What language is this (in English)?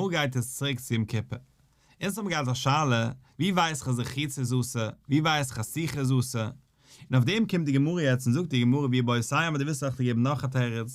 Yiddish